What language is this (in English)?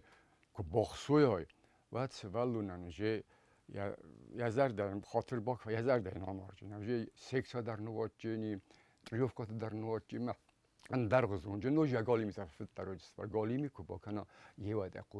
Ossetic